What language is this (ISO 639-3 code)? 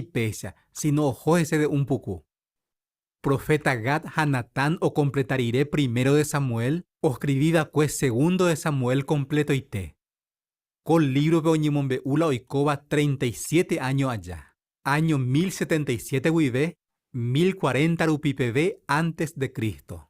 grn